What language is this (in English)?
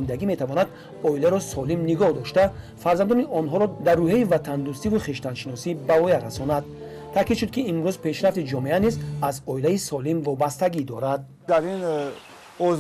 Tajik